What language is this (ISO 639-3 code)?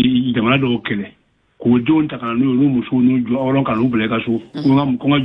bam